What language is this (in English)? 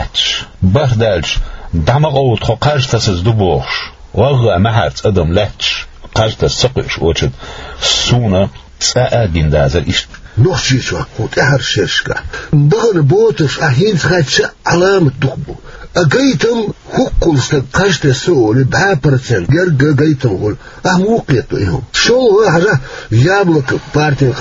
Chechen